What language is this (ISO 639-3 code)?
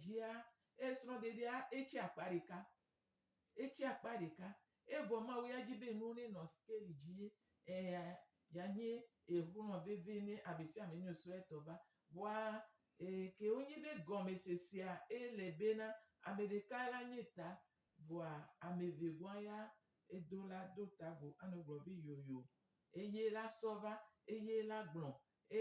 gej